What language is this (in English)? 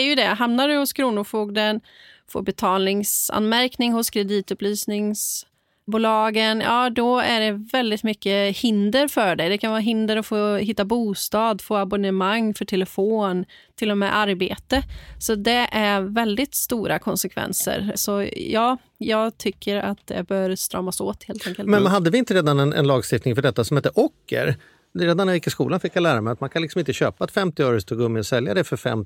Swedish